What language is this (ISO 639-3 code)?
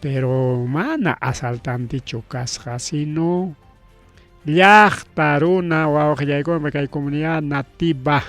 quy